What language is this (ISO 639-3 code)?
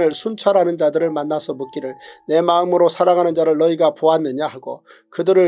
kor